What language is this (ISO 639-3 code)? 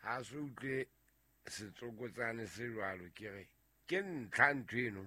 sot